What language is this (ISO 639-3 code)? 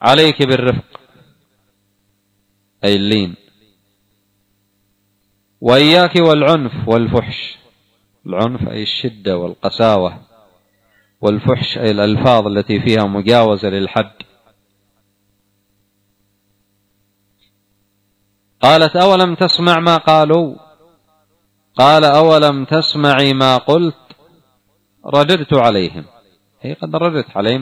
ara